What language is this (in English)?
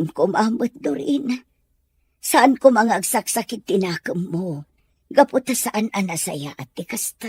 Iloko